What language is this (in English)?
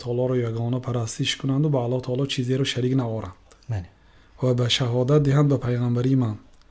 Tajik